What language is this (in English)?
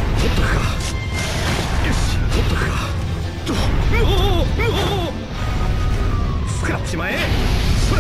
Japanese